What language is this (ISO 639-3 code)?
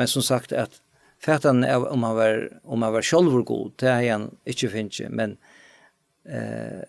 fao